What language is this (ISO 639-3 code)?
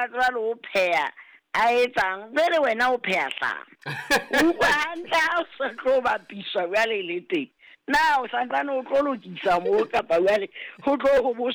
sot